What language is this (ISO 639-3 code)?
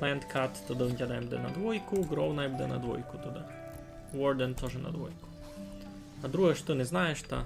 rue